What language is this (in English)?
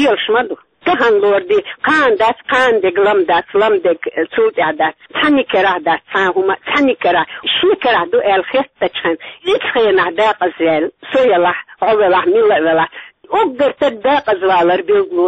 Chechen